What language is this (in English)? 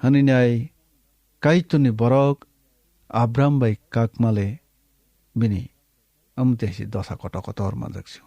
Kok Borok